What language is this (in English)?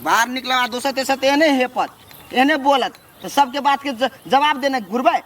Maithili